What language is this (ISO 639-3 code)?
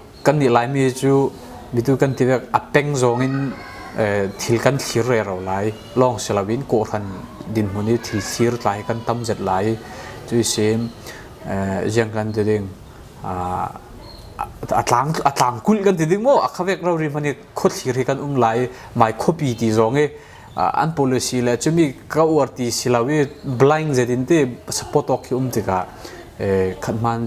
cfm